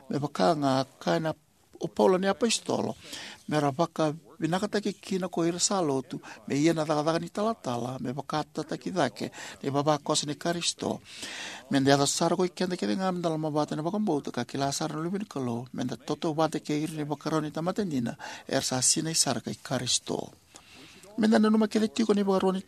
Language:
Fijian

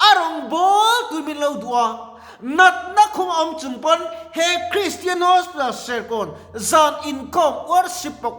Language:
Mizo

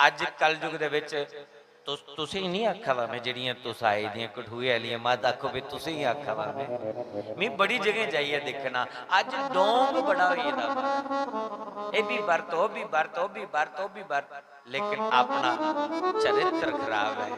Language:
Dogri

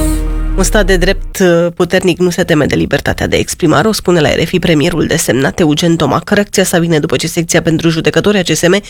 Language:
Romanian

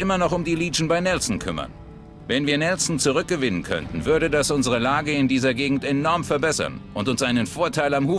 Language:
Bavarian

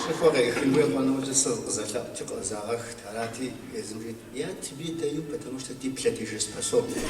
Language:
Kabardian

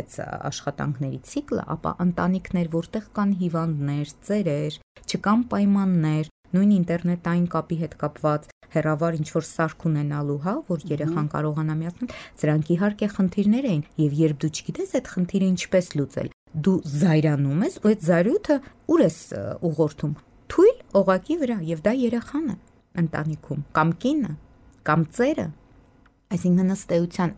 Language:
Armenian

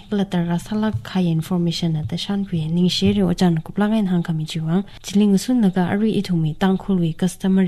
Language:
Tangkhul Naga (India)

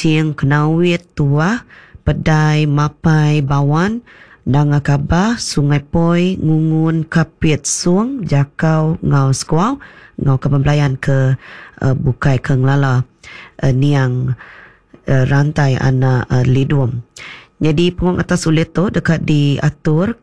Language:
Iban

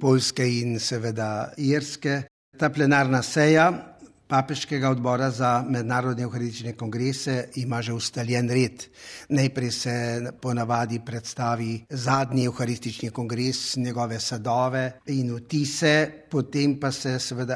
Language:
Slovenian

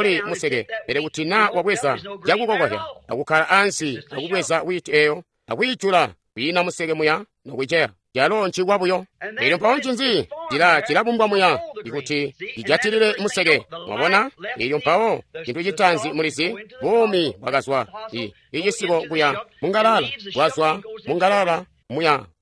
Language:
Tonga (Zambia)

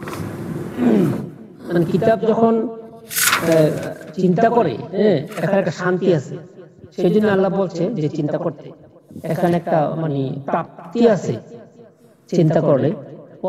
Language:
Bangla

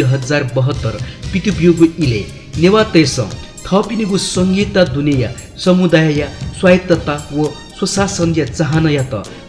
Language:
Newari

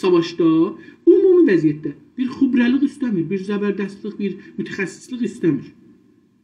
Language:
South Azerbaijani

